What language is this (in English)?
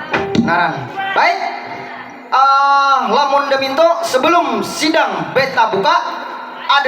Banjar